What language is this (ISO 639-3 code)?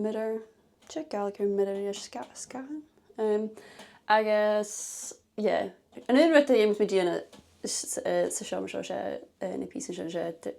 gla